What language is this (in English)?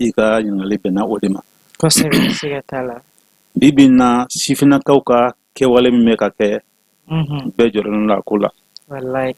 Bambara